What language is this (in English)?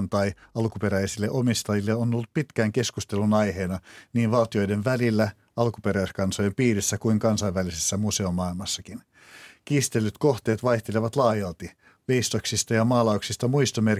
Finnish